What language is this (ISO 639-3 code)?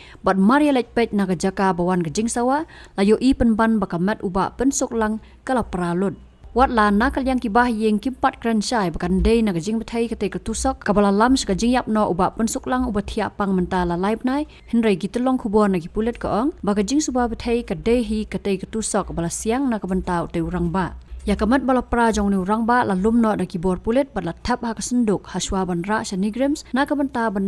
kha